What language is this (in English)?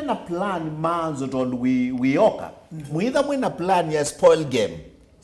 Kamba